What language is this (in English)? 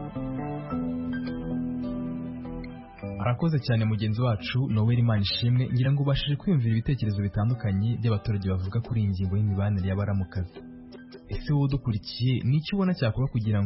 Kinyarwanda